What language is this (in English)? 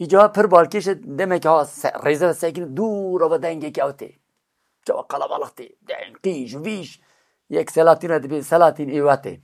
Kurdish